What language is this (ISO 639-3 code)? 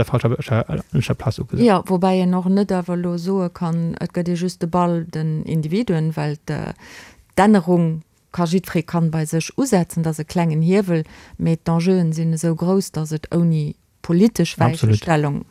ltz